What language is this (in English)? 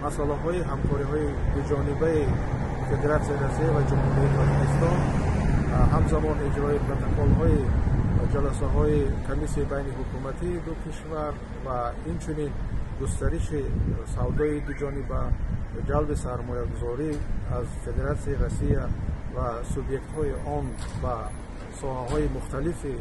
Tajik